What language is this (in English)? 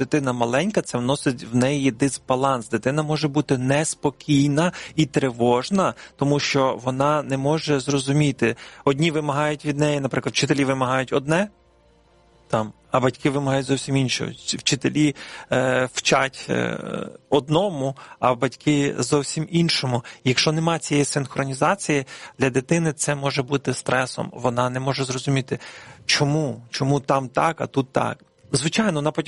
Ukrainian